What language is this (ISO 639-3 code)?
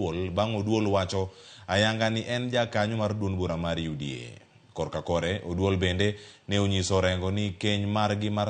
luo